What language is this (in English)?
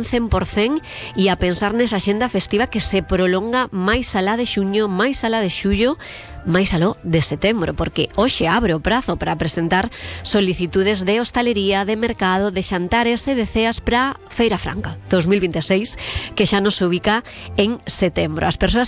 Galician